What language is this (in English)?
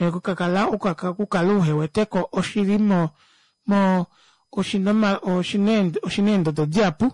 Kuanyama